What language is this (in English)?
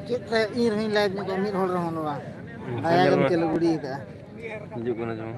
Santali